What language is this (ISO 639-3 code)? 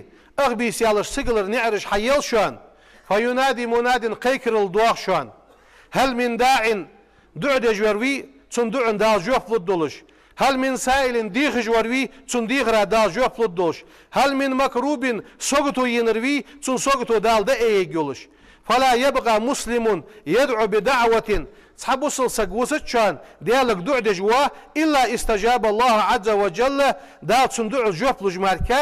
inh